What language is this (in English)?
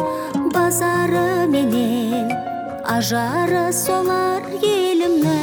Kazakh